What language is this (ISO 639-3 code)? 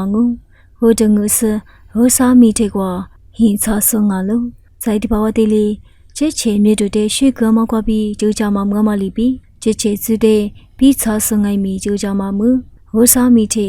lis